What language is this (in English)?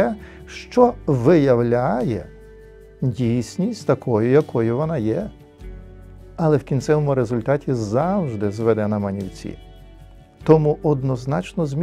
Ukrainian